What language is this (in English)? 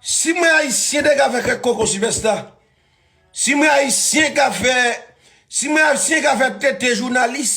Haitian Creole